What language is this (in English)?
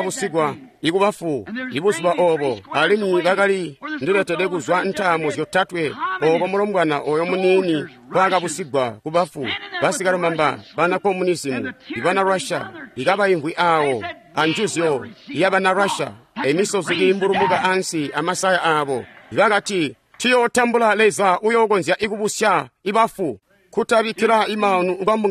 Tonga (Zambia)